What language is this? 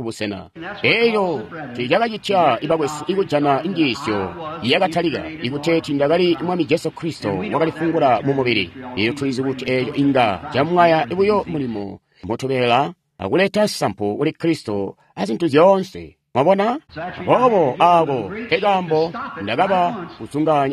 Tonga (Zambia)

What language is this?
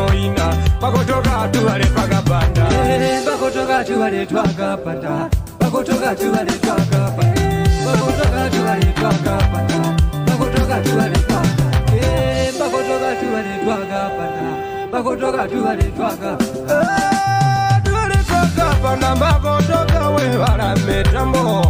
Swahili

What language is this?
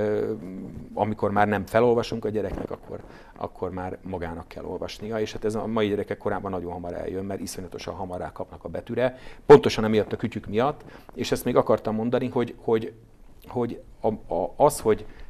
Hungarian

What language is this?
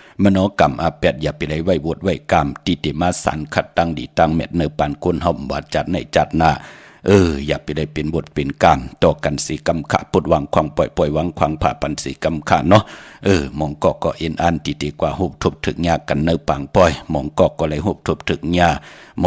Shan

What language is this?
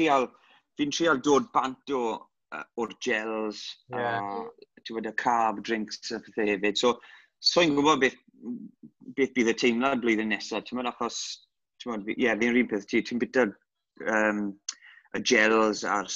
Welsh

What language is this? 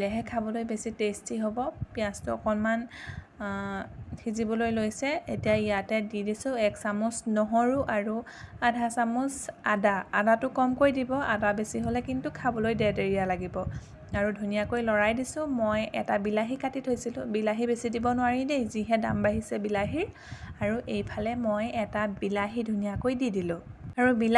Assamese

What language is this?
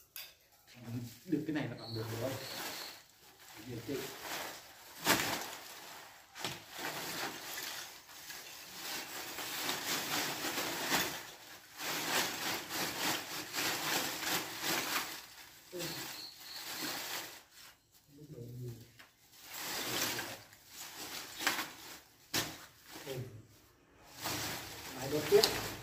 Vietnamese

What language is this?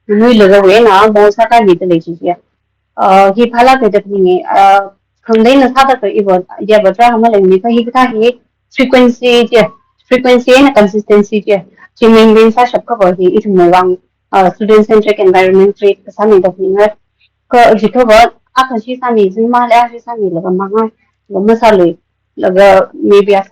Tangkhul Naga (India)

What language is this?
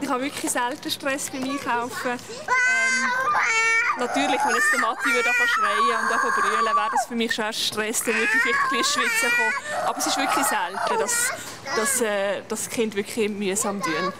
Swiss German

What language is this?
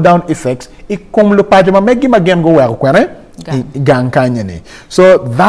Acoli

